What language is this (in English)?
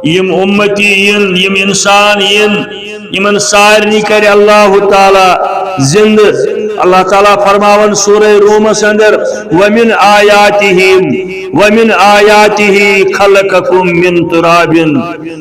Kashmiri